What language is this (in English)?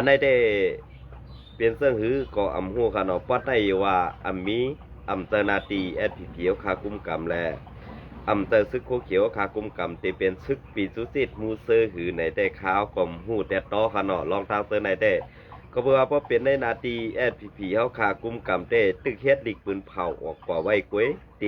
Shan